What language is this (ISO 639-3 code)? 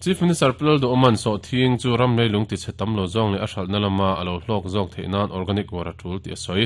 lus